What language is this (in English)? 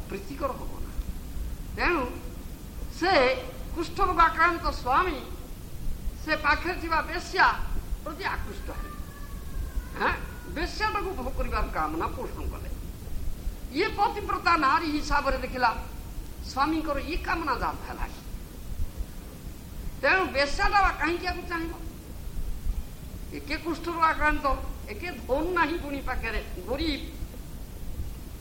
Odia